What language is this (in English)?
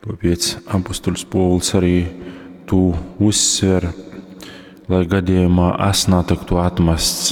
Latgalian